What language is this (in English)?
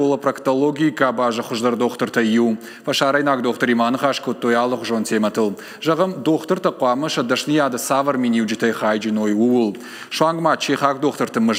Ossetic